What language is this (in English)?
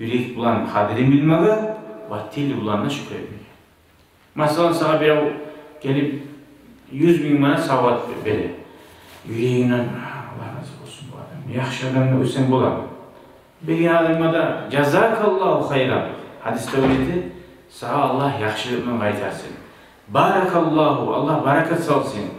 Kumyk